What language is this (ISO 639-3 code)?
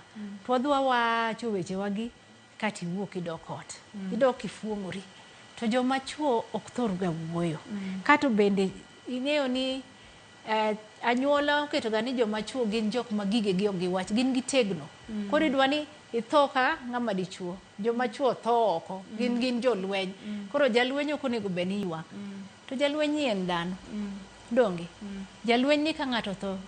luo